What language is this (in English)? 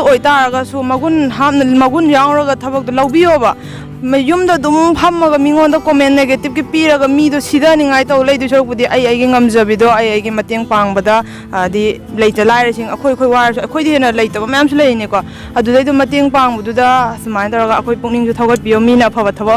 Manipuri